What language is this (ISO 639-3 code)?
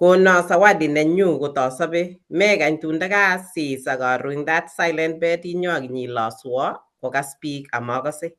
kln